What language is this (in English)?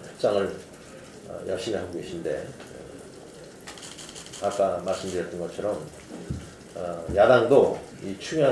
Korean